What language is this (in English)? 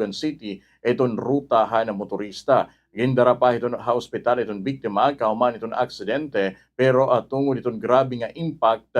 Waray